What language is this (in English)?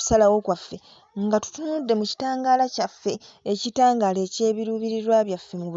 Ganda